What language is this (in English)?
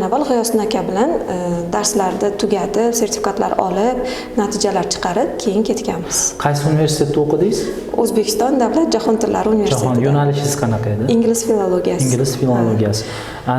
Uzbek